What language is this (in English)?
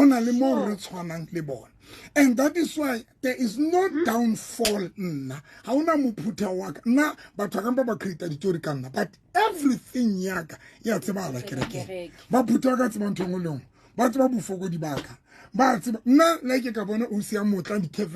Southern Sotho